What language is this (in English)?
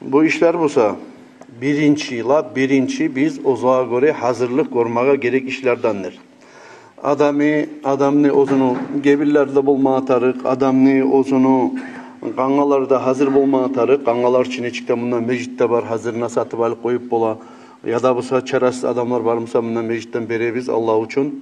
Kumyk